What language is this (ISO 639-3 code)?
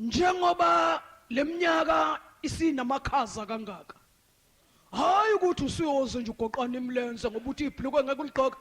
zul